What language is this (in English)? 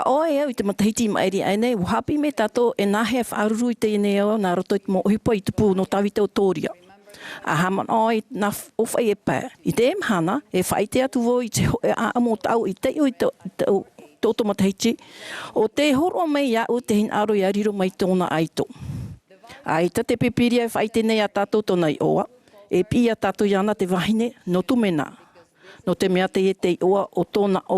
Tahitian